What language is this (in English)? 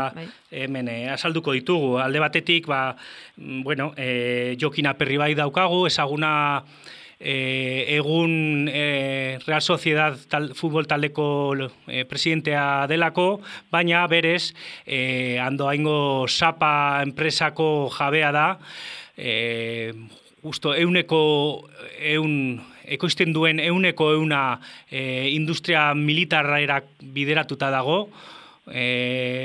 Basque